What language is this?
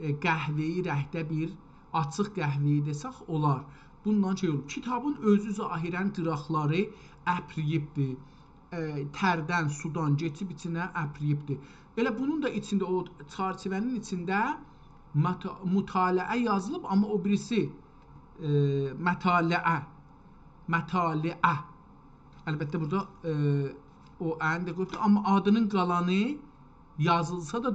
South Azerbaijani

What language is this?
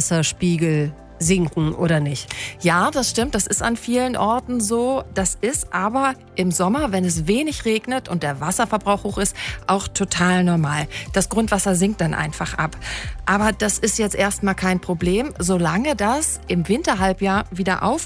German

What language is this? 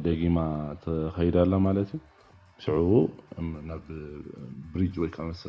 Tigrinya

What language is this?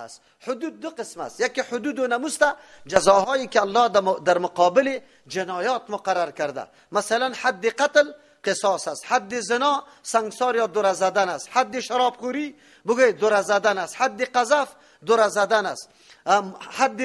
Persian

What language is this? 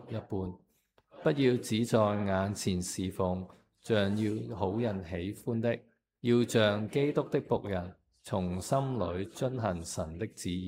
Cantonese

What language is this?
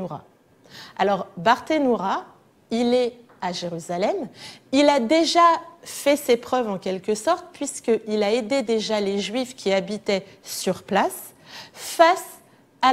French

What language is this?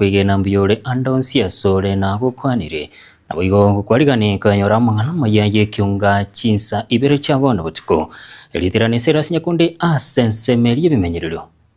Gusii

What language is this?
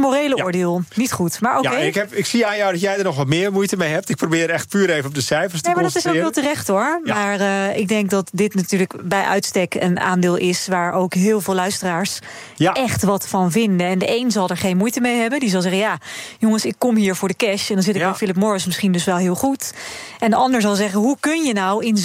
Dutch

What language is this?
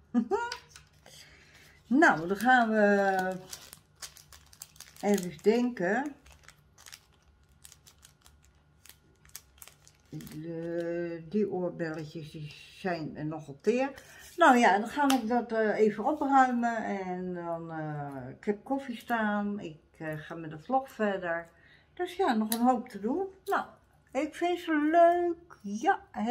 Dutch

